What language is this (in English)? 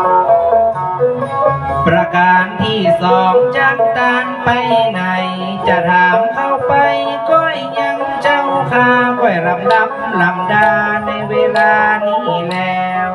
Lao